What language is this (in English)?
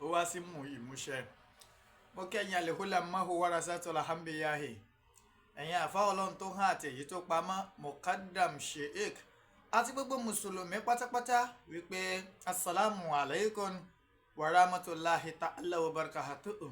Yoruba